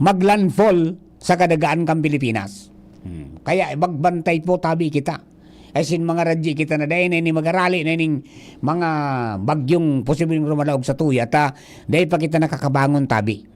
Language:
Bikol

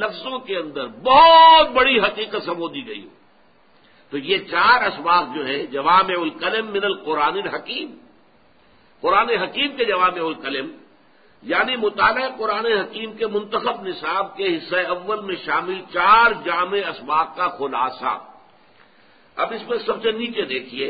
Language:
Urdu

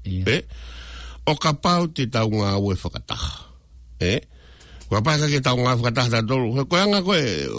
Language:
Tongan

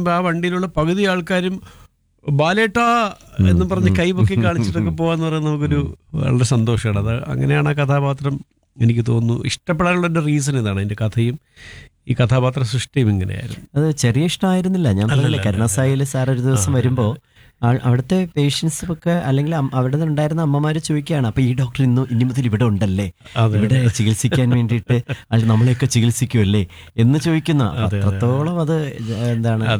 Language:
Malayalam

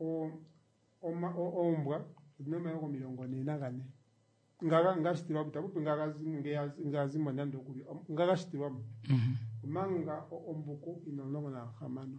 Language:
Kuanyama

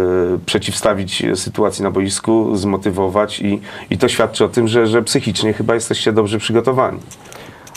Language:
Polish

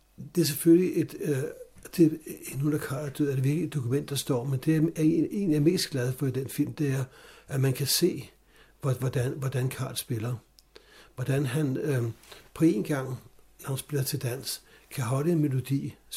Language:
Danish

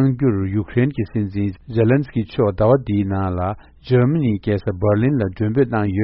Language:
Tibetan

